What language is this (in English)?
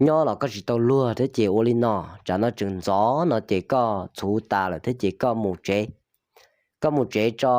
Hmong